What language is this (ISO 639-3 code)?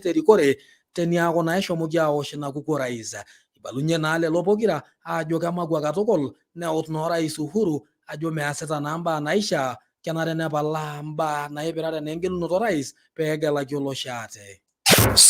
mas